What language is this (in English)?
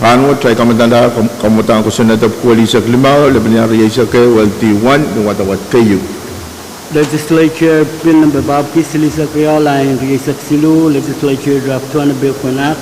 Pohnpeian